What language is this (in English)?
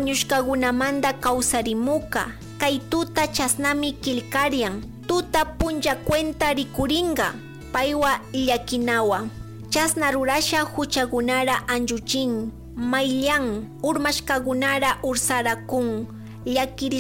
Chimborazo Highland Quichua